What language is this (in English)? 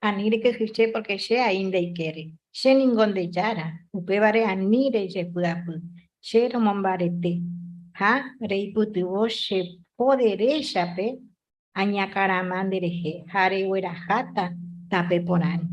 Guarani